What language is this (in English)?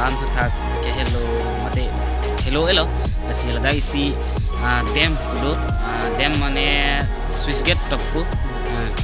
Karbi